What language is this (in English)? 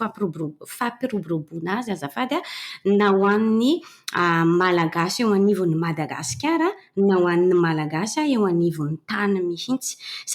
Malagasy